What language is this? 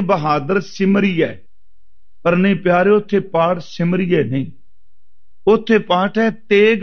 Punjabi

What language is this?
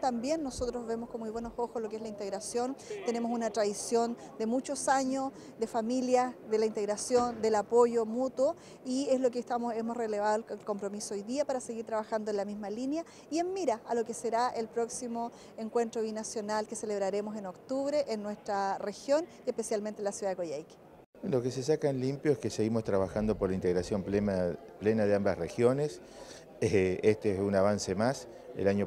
Spanish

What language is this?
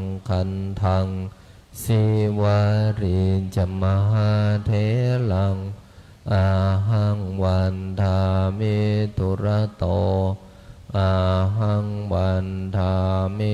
Pali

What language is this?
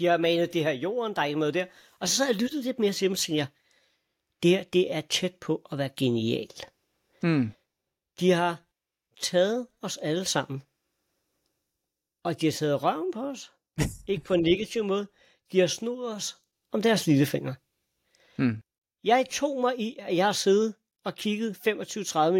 Danish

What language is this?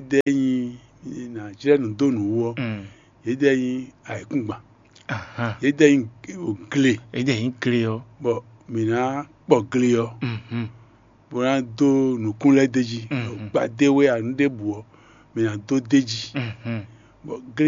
Fon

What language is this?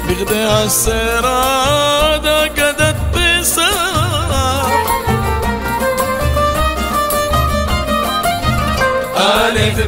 Hebrew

